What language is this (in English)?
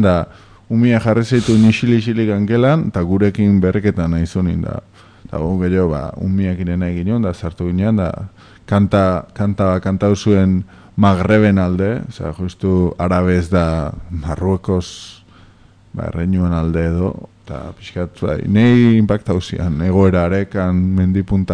Basque